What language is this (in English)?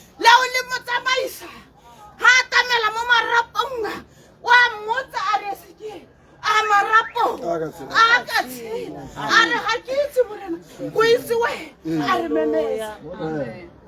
Tswana